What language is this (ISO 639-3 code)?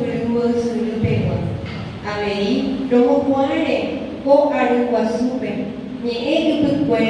grn